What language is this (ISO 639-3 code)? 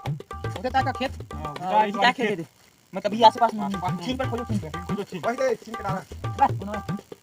hne